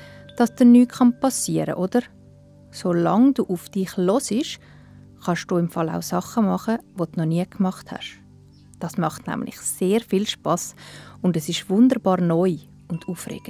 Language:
Swiss German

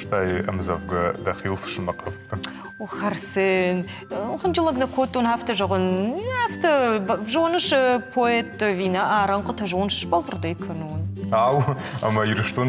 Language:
Ossetic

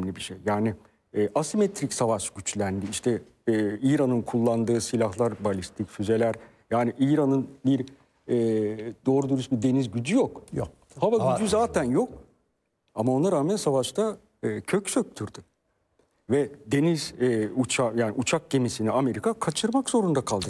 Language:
Turkish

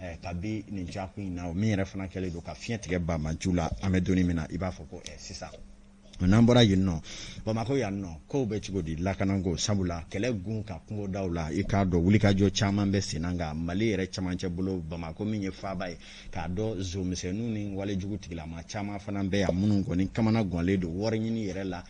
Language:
Bambara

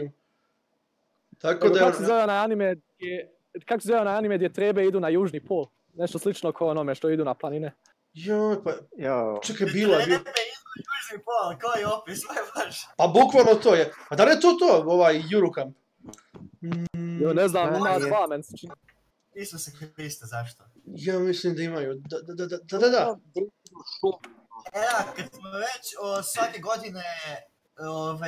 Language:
Serbian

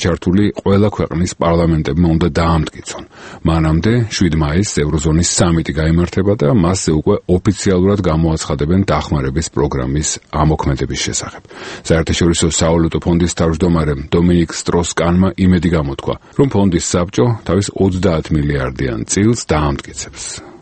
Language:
Georgian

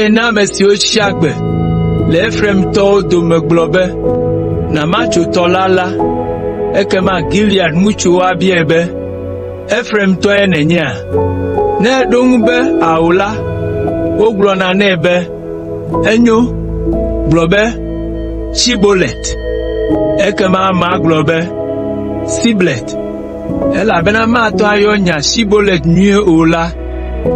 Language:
Ewe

